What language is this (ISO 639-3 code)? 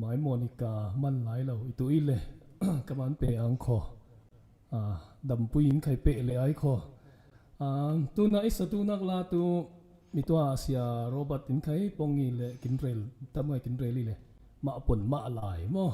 cfm